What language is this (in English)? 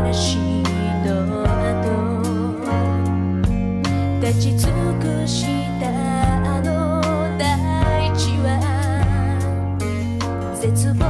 Japanese